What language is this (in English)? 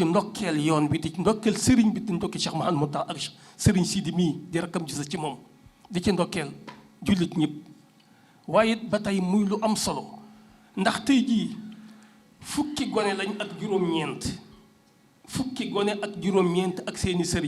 Wolof